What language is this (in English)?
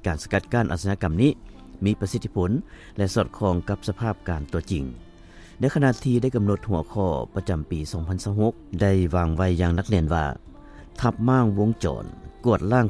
Lao